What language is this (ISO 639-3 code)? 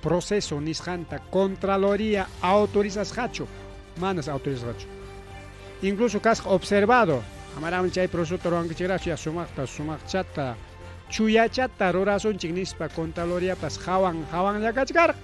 quy